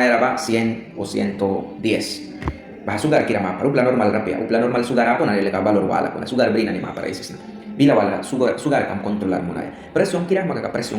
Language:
Mískito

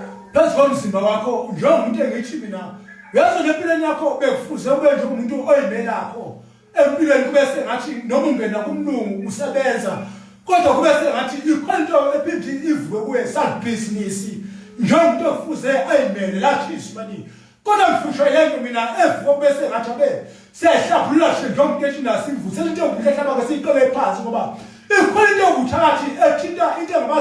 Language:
Zulu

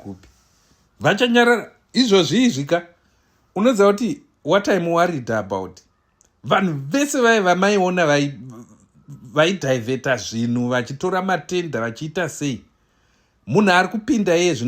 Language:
Shona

